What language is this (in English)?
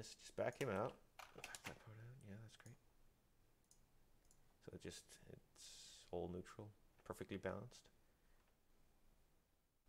English